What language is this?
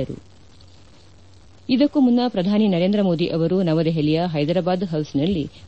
Kannada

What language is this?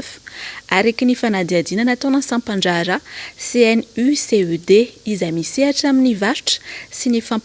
Malagasy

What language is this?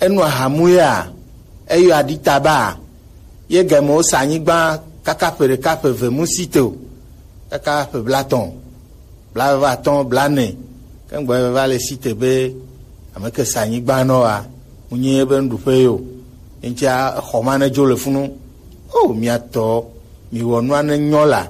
Gen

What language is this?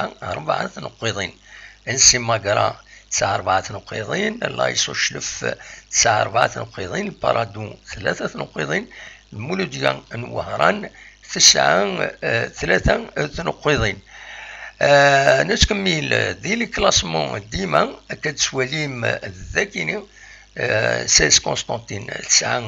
Kabyle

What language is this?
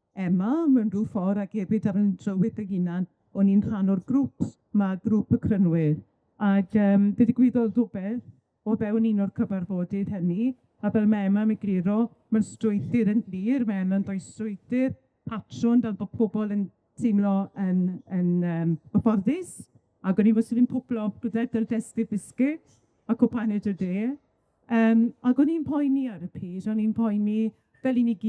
Welsh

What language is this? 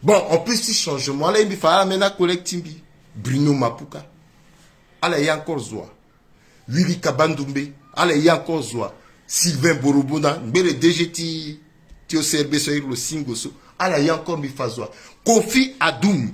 Sango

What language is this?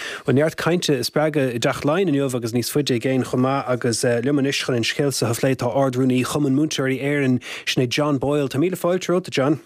Irish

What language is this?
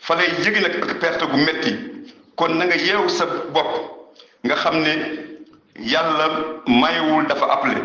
Wolof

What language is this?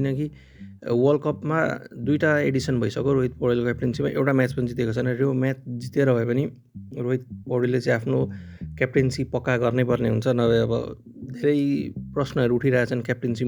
Nepali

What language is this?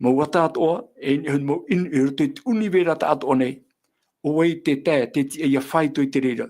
Tahitian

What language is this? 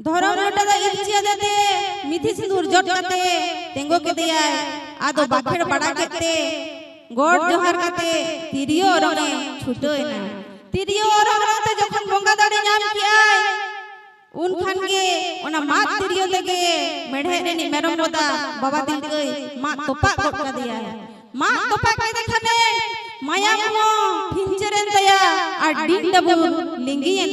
Santali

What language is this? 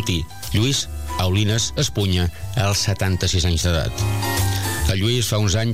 Catalan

